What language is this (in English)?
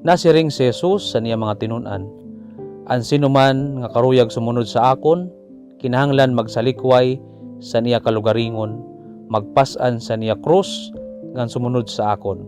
Waray